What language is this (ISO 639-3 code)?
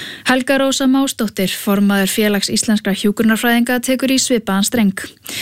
isl